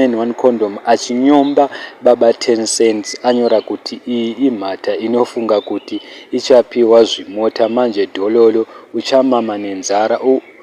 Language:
Shona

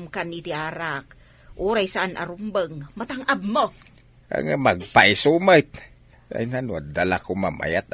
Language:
Iloko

